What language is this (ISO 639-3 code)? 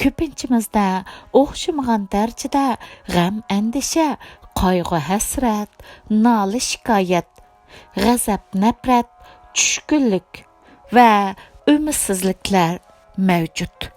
uig